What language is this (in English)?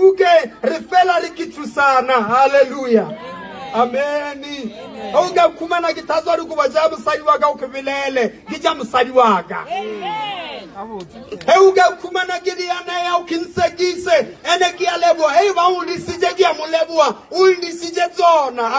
Southern Sotho